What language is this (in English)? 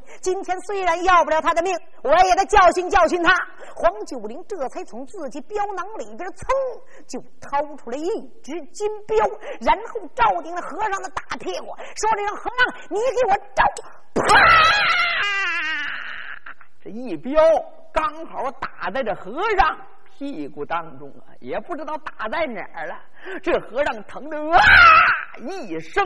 Chinese